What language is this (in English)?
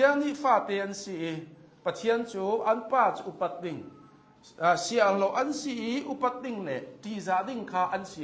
Hakha Chin